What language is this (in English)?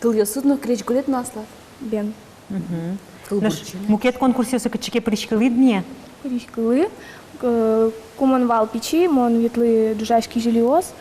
Udmurt